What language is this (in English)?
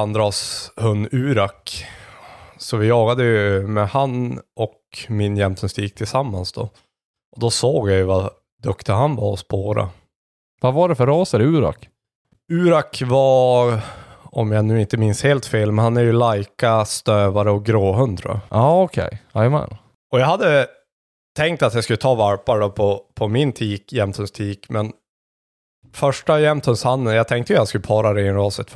Swedish